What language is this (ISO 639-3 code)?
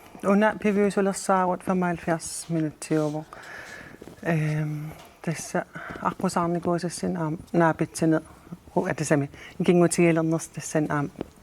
kal